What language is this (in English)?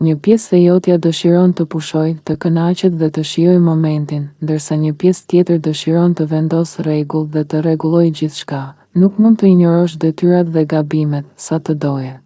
Albanian